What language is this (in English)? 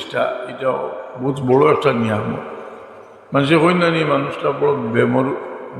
Sylheti